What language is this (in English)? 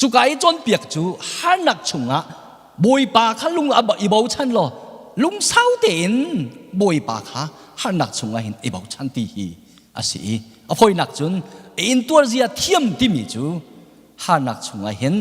Hakha Chin